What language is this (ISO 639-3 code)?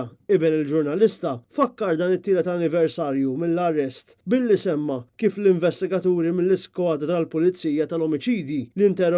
mlt